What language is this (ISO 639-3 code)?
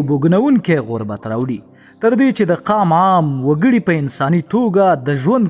pus